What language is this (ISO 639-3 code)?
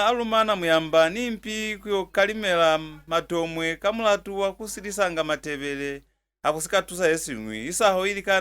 loz